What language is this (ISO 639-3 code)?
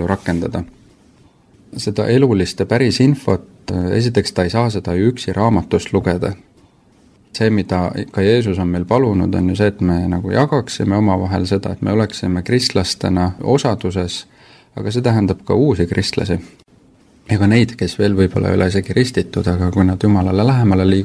est